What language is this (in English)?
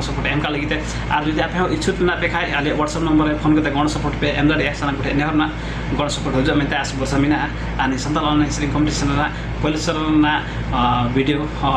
Santali